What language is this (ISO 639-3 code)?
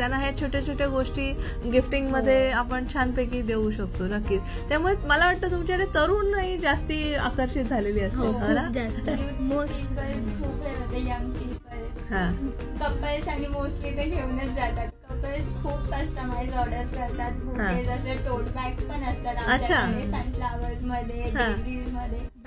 mar